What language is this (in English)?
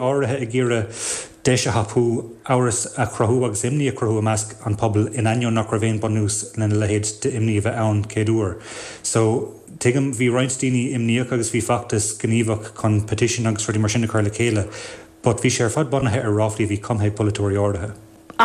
Irish